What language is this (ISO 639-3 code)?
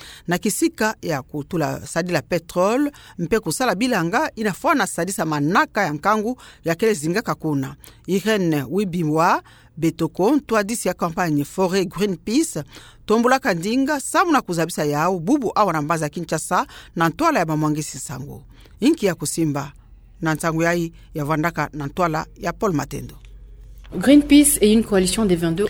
ktu